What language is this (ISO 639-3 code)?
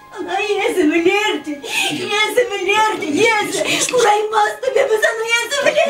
chv